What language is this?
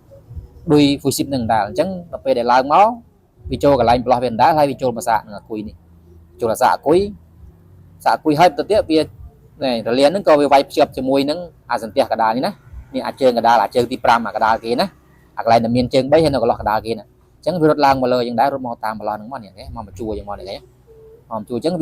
Khmer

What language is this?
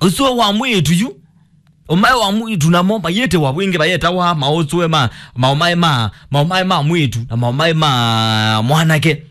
Kamba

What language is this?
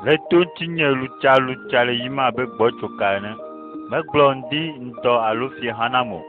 Ewe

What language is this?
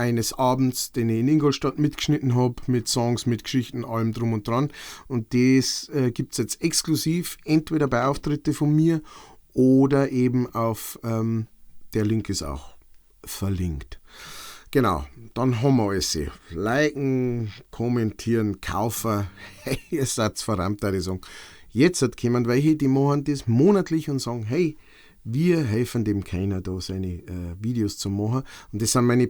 Bavarian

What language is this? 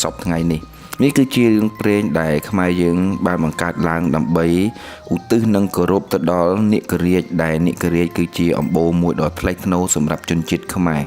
Khmer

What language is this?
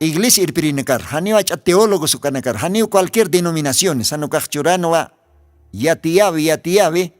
Aymara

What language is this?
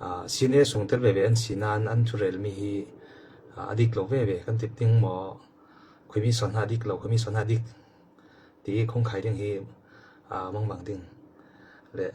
Falam Chin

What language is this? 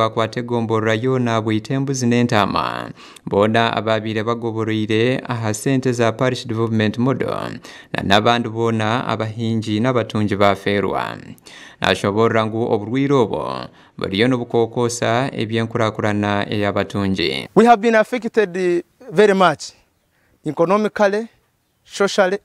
Nyankole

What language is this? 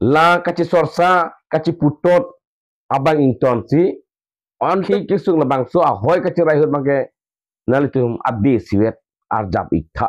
Karbi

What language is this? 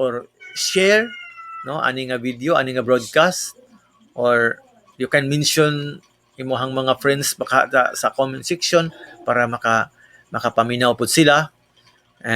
Cebuano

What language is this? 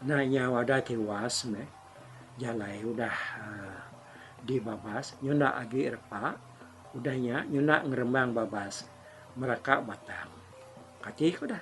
Iban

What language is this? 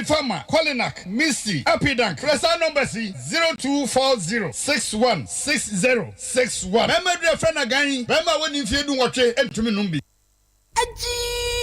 Akan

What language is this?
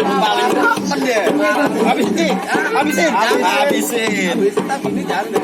Betawi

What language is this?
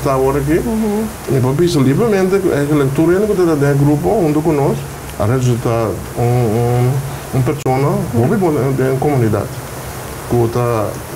Papiamento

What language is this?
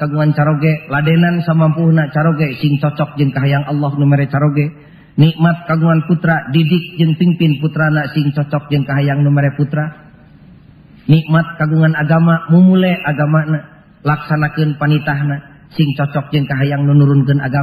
Sundanese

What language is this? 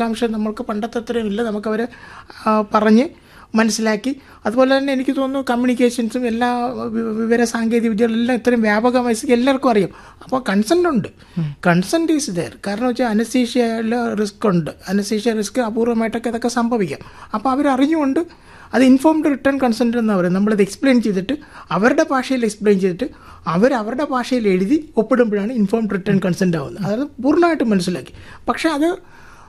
Malayalam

